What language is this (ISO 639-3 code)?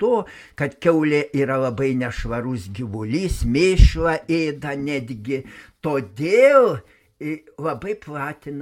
lit